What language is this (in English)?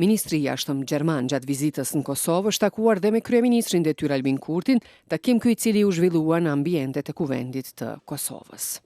Albanian